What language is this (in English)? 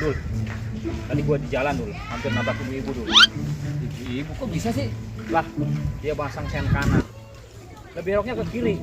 Betawi